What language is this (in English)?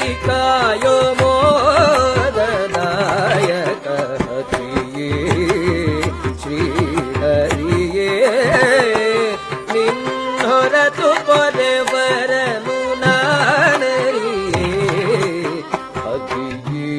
Kannada